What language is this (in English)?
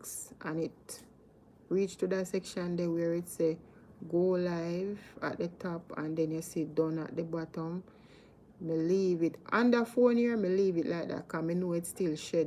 Jamaican Creole English